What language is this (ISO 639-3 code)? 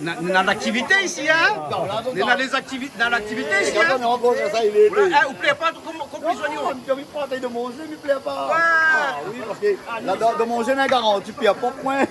rcf